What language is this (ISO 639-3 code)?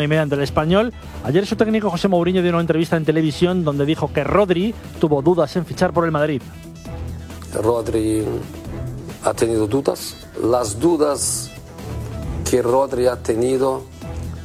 spa